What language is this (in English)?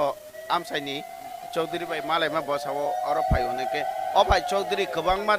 Kok Borok